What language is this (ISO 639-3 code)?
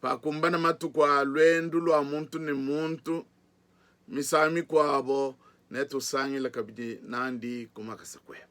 lua